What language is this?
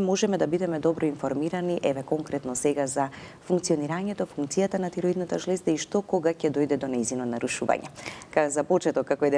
Macedonian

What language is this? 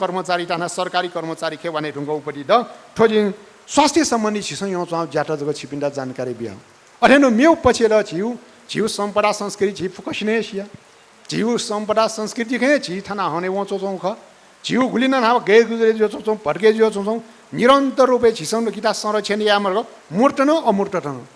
Newari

